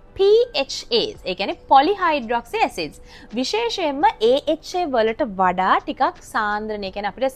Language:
Sinhala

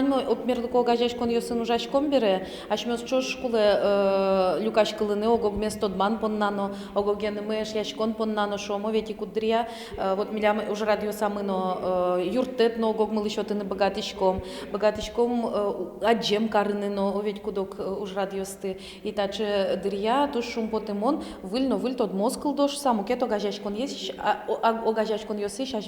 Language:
Udmurt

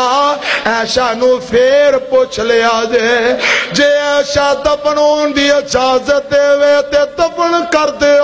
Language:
Western Panjabi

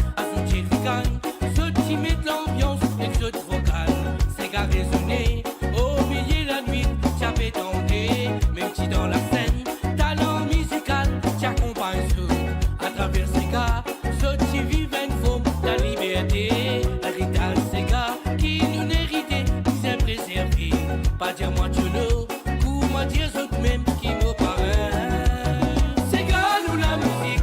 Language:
Morisyen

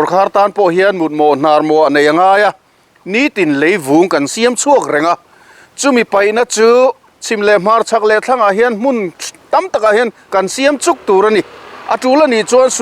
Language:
Mizo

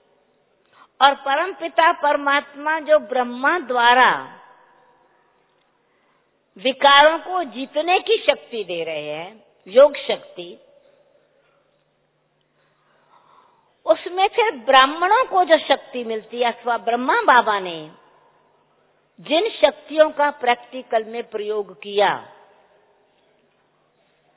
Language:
Hindi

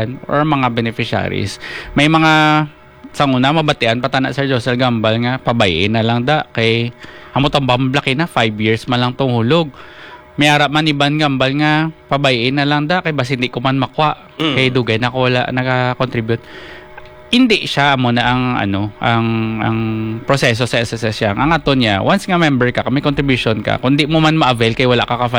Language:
Hiligaynon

